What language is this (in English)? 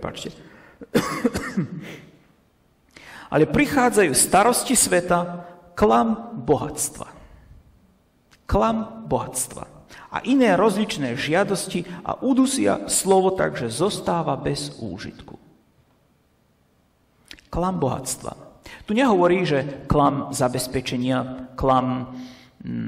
Slovak